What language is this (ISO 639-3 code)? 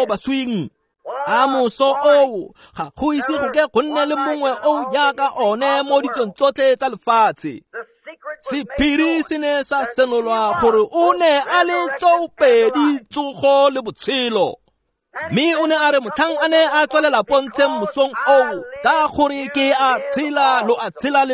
tsn